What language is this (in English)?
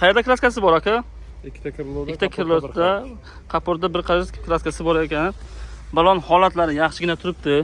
Uzbek